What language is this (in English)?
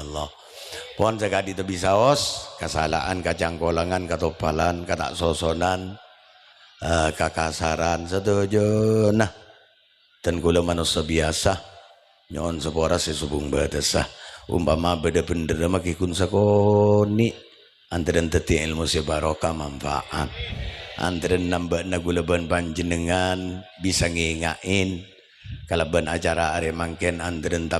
Madurese